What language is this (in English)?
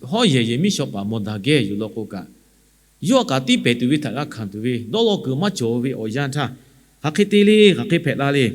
Lahu